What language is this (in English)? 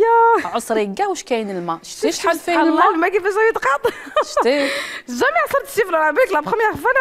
Algerian Arabic